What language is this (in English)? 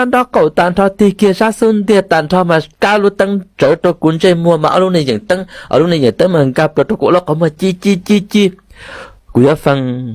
Hmong